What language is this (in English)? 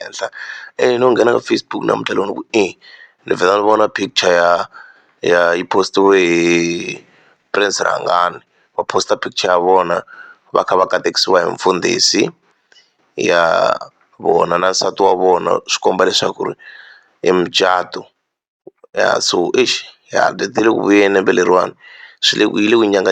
Tsonga